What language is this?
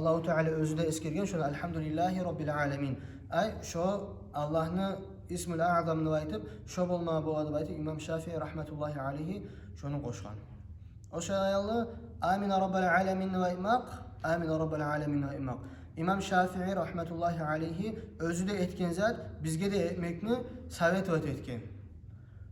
Kumyk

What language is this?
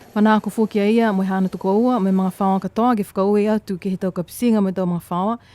Niuean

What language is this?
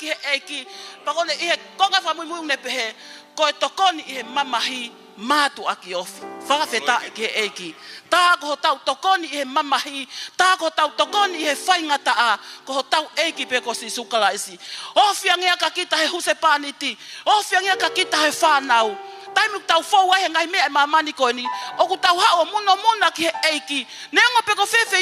Tongan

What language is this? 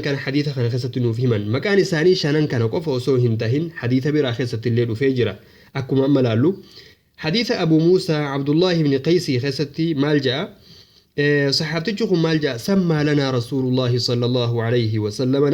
Oromo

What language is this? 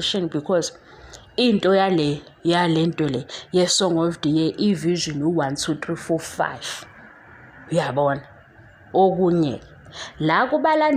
Zulu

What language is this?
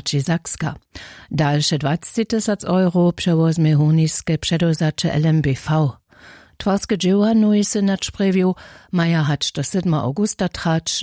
Upper Sorbian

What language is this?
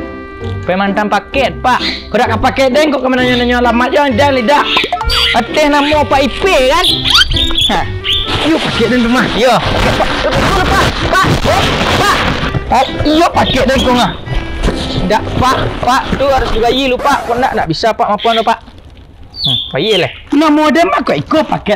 Minangkabau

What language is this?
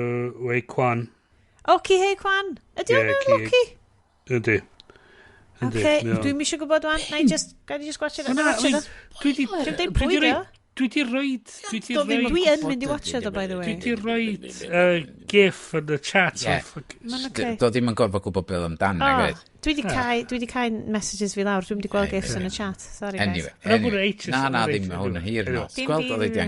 Welsh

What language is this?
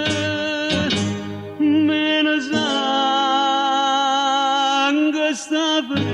Neapolitan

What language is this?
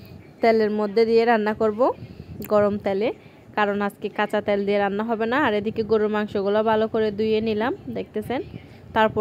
Bangla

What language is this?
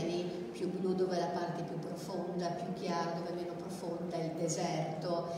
Italian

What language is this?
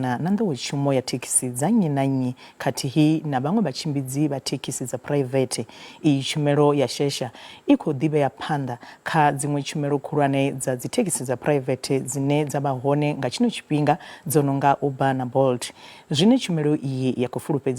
Venda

